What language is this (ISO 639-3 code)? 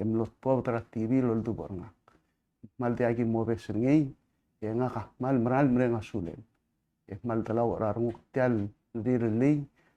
pau